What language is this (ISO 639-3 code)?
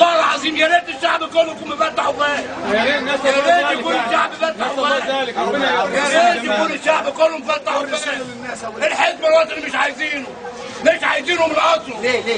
arz